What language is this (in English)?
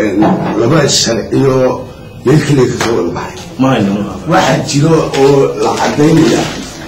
Somali